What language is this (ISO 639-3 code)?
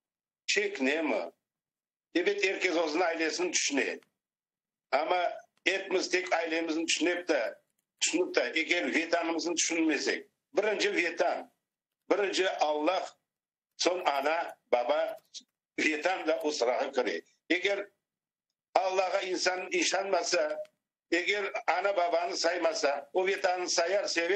crh